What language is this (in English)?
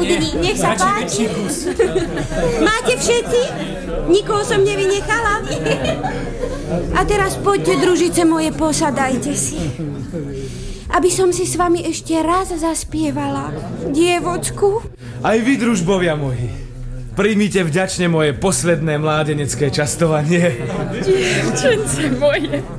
Slovak